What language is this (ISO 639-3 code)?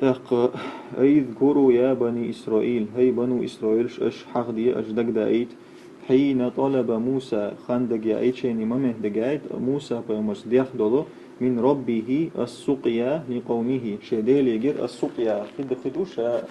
che